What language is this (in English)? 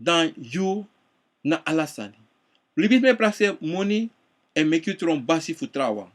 Sranan Tongo